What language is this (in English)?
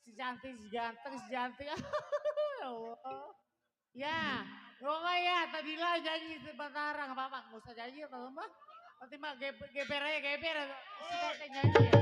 Betawi